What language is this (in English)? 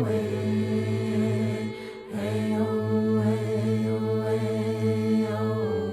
Atikamekw